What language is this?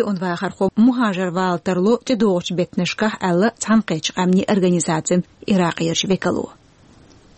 Chechen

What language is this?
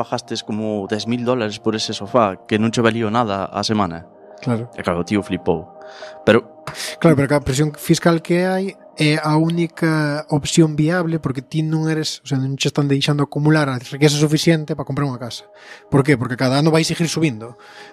Galician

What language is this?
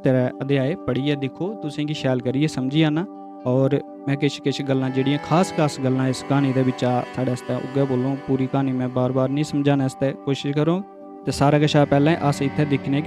Dogri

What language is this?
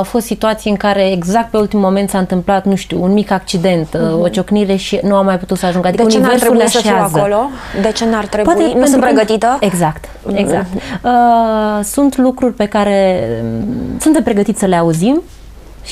Romanian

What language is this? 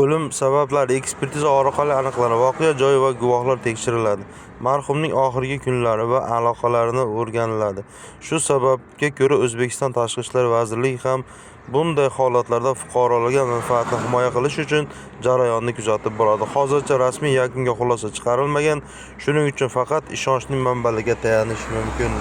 Uzbek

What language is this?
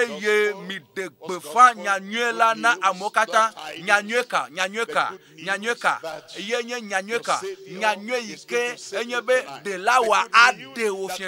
Ewe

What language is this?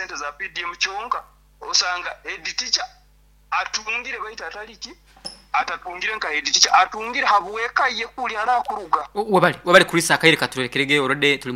Nyoro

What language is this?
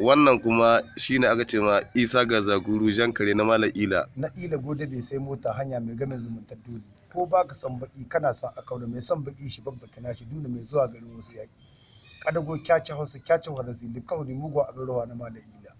Hausa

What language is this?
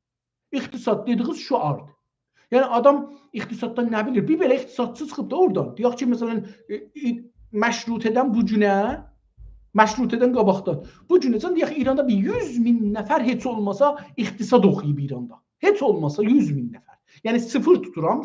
South Azerbaijani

